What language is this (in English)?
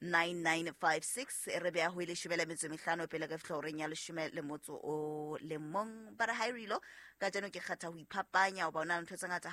Southern Sotho